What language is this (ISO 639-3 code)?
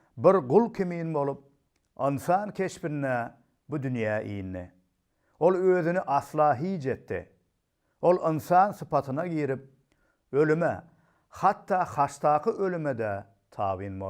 tuk